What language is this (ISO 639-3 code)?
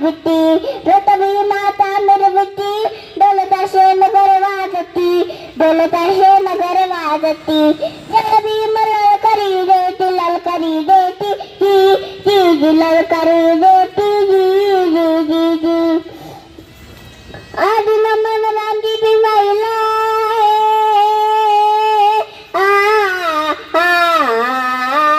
mar